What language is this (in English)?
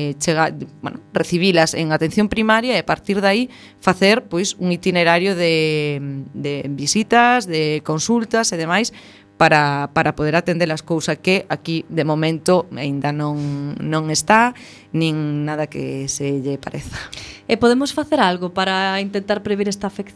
Galician